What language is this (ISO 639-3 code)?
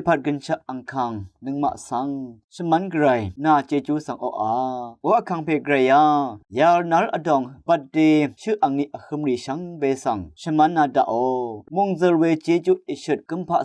raw